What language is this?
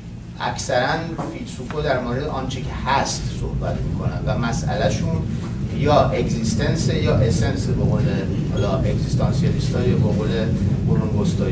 Persian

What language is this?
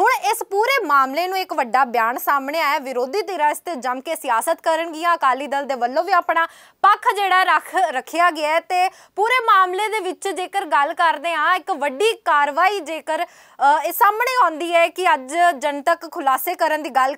Punjabi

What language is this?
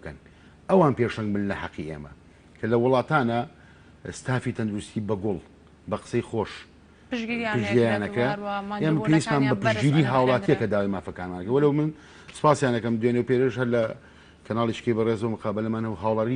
Central Kurdish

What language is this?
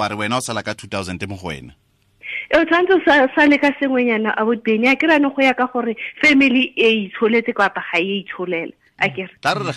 Tswana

